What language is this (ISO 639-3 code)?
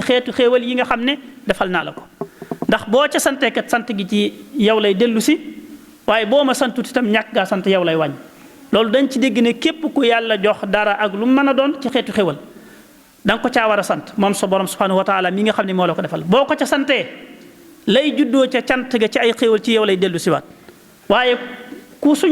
wol